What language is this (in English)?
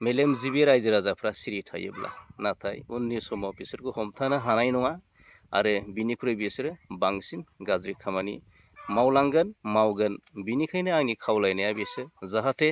Bodo